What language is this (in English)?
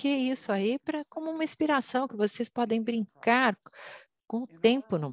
Portuguese